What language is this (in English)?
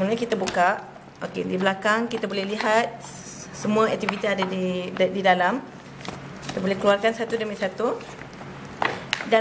Malay